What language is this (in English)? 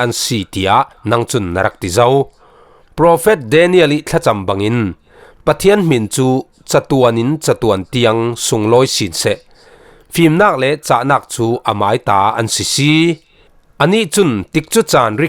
Falam Chin